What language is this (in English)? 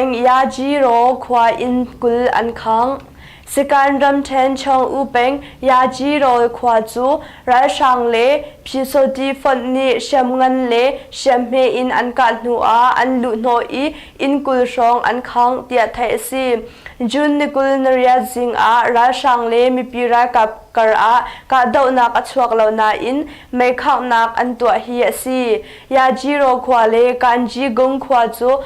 Hakha Chin